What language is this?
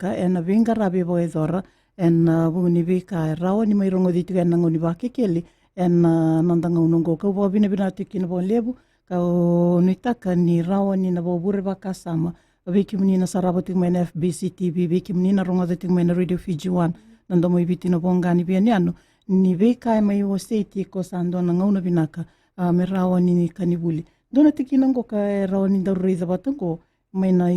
Fijian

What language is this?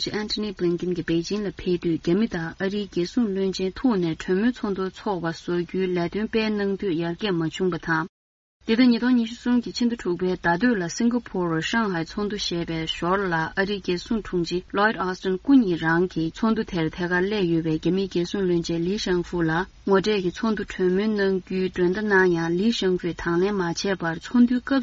Tibetan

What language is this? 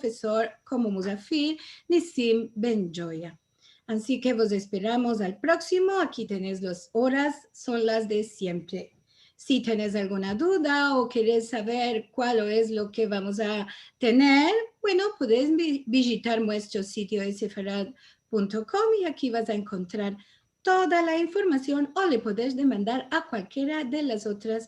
Ladino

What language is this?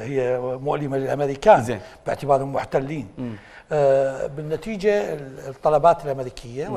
Mesopotamian Arabic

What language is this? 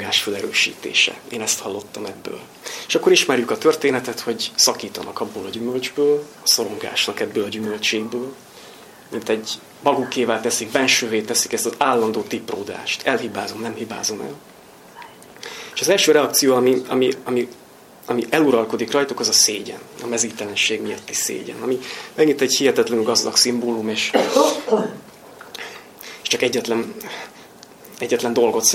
Hungarian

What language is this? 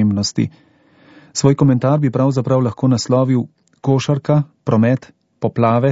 Slovenian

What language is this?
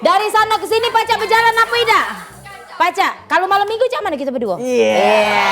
Musi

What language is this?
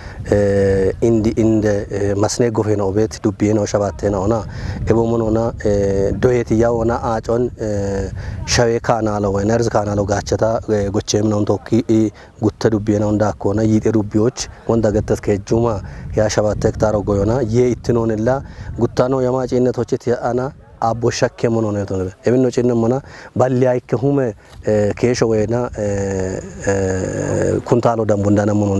Kafa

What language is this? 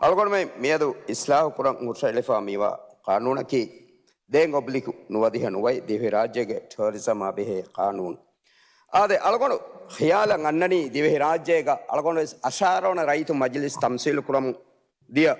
Divehi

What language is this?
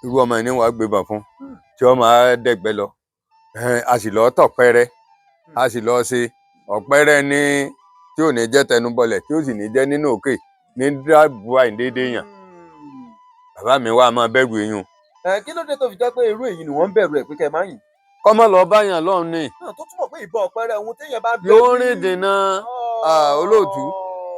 Yoruba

